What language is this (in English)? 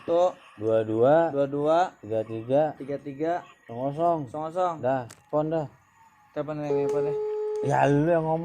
Betawi